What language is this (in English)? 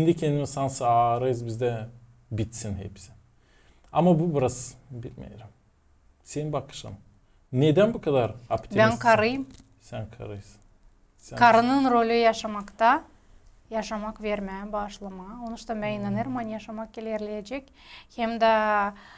Gagauz